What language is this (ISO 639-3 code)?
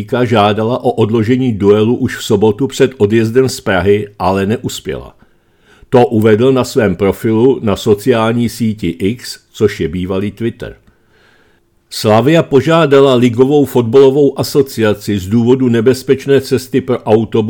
ces